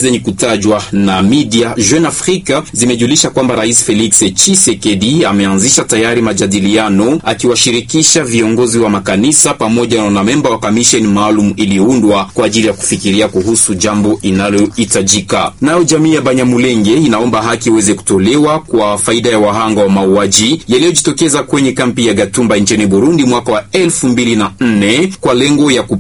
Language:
Swahili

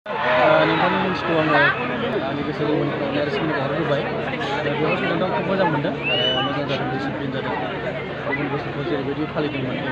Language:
Bodo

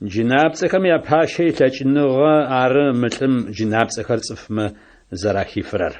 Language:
Adyghe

